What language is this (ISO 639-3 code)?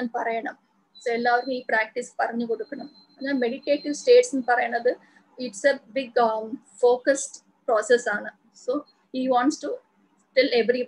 mal